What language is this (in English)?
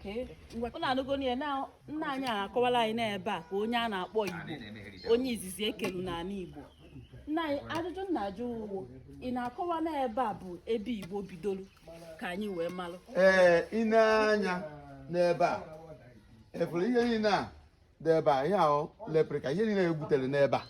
Igbo